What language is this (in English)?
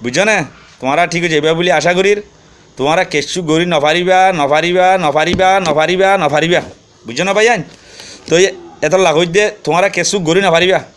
Rohingya